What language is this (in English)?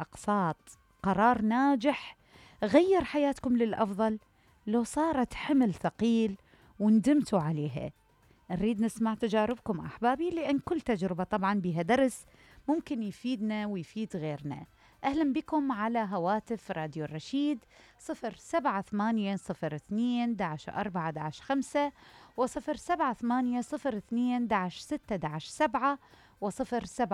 Mesopotamian Arabic